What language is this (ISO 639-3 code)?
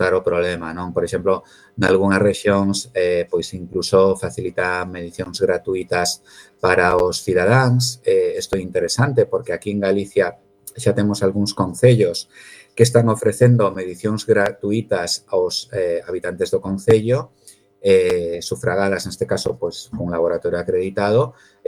glg